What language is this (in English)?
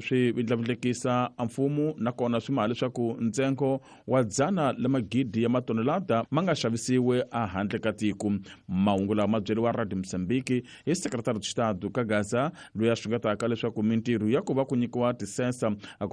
Tsonga